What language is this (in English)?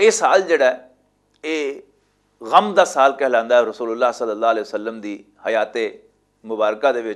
Western Panjabi